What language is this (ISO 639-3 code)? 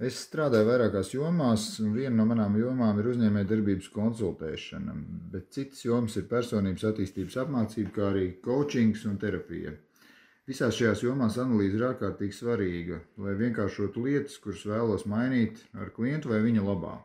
lav